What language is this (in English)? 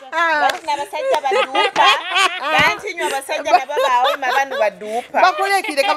Nyoro